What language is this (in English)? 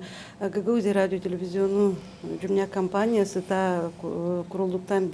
Gagauz